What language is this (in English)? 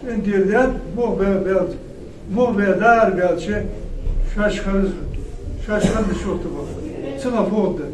Ingush